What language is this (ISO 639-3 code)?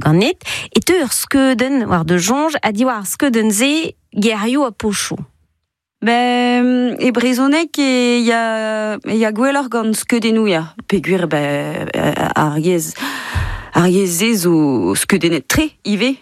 bre